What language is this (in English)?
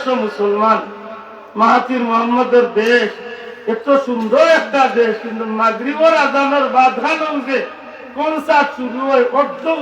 Sylheti